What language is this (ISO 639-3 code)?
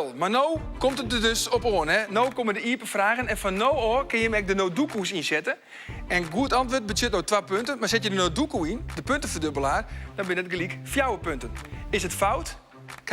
fry